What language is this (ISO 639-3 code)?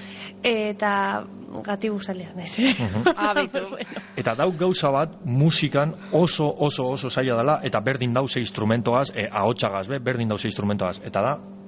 eus